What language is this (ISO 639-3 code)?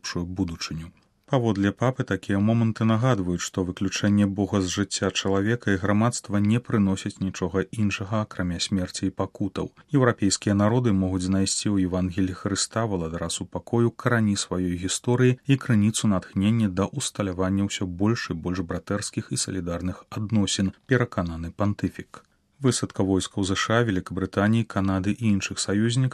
bel